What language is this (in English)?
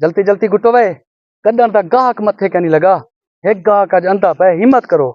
Saraiki